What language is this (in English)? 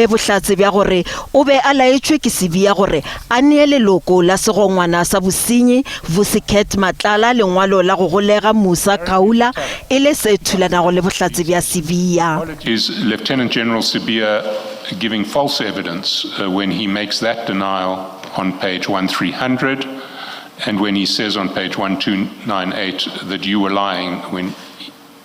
Northern Sotho